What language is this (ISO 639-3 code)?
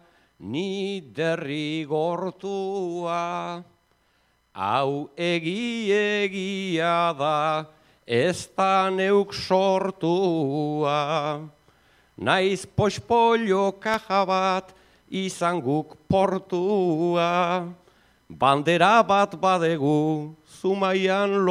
eus